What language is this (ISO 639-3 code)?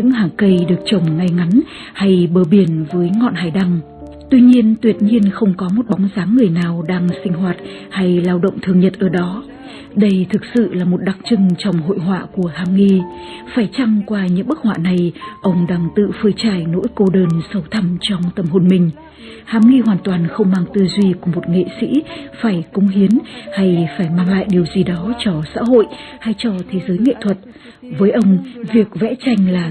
vie